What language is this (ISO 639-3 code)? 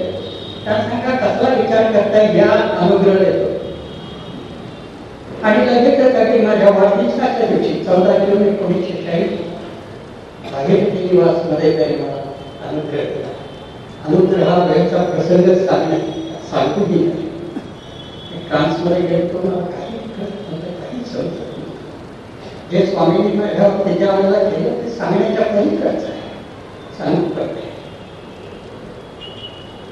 mar